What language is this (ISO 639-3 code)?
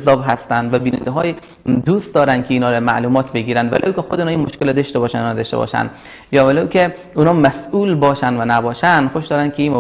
fas